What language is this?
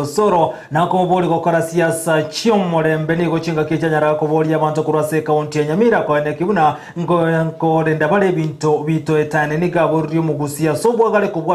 Gusii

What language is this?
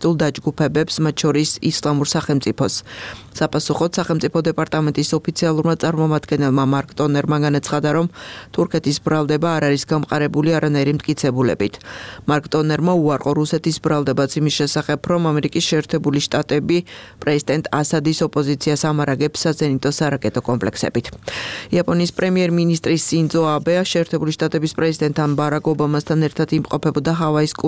Georgian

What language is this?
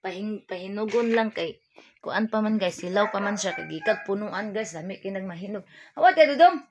Cebuano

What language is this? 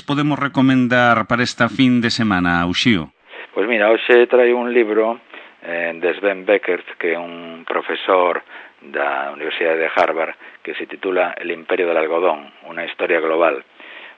Galician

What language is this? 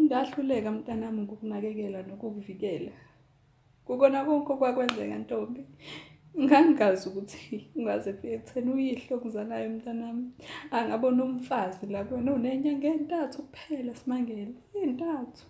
Zulu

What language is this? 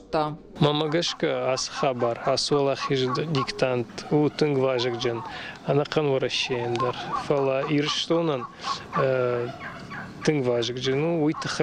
Ossetic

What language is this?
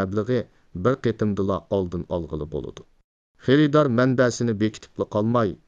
Uyghur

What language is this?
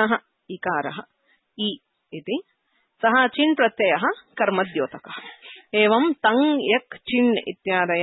Sanskrit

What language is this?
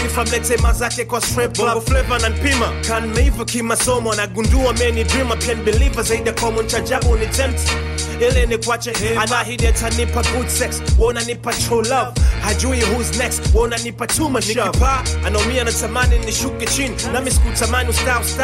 Swahili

